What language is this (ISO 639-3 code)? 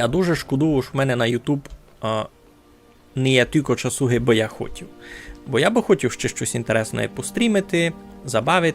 rue